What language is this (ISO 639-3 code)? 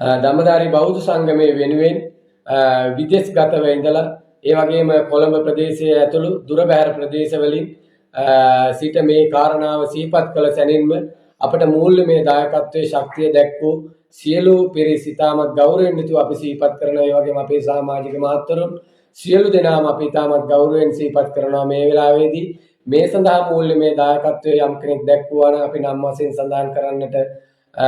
sin